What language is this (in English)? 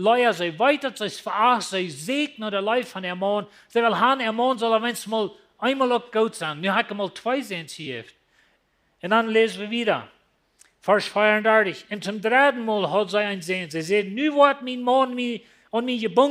Plautdietsch